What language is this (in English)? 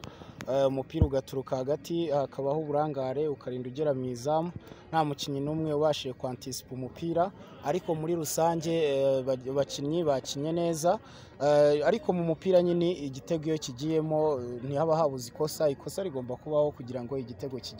Kinyarwanda